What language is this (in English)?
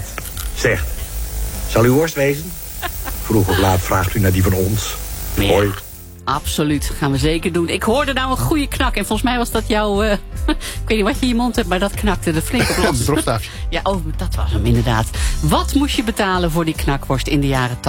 Dutch